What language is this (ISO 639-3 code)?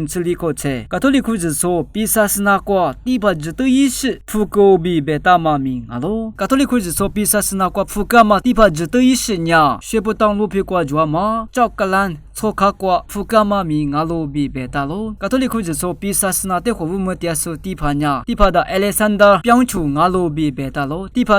lis